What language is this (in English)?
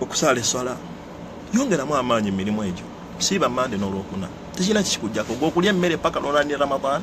Ganda